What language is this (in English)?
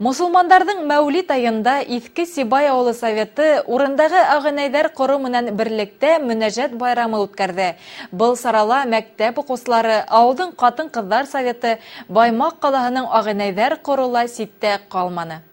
Bashkir